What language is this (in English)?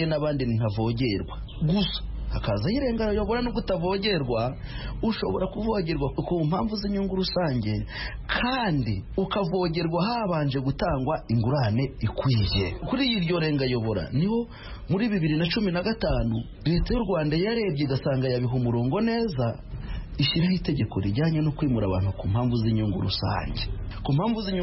Kinyarwanda